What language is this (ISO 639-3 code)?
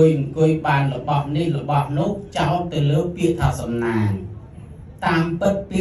khm